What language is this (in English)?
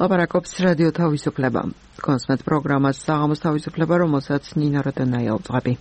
Georgian